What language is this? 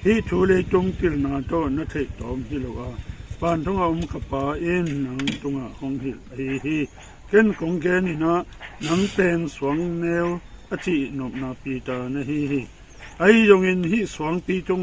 Tedim Chin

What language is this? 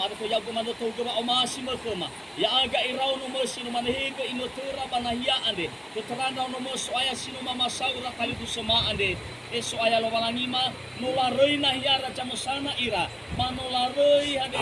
Nias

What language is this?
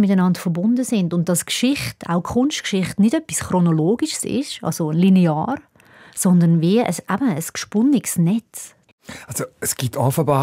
Swiss German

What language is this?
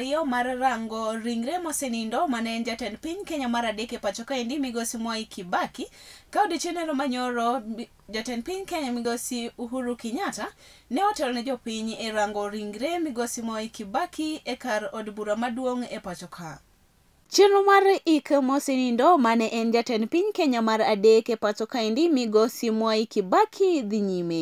Luo (Kenya and Tanzania)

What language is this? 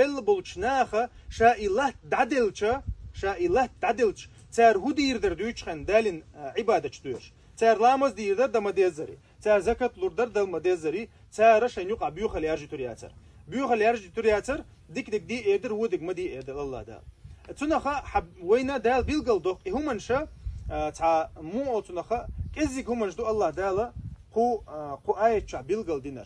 Chechen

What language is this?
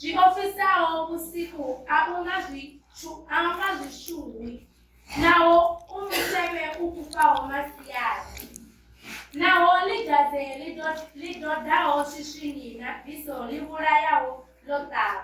Venda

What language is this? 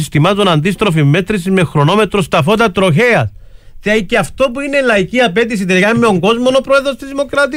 Greek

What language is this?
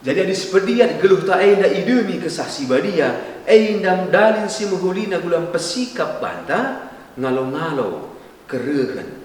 Batak Karo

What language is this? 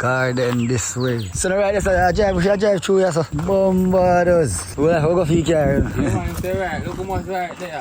Jamaican Creole English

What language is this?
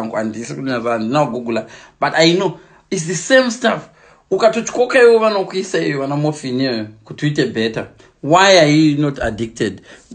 Shona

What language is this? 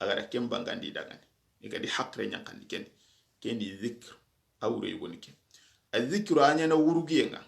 Soninke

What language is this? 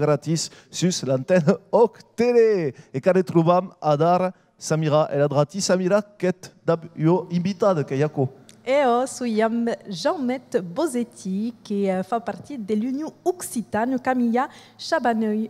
Occitan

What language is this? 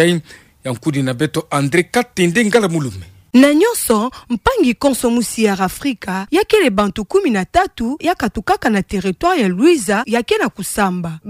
Kituba (Democratic Republic of Congo)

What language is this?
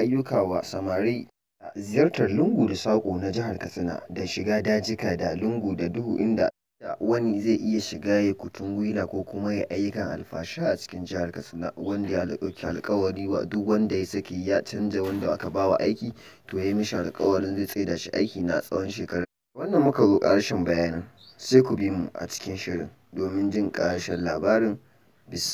Hausa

